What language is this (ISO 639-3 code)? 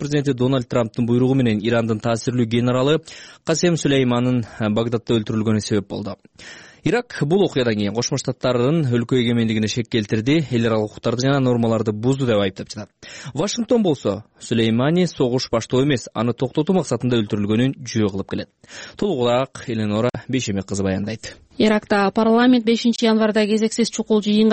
kir